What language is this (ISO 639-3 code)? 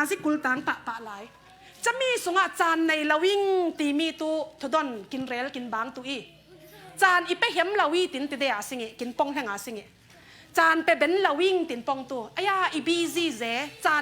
cfm